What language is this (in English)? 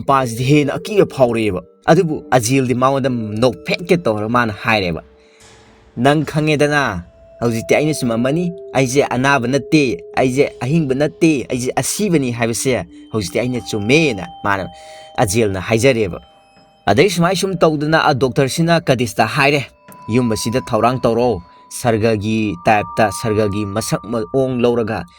Manipuri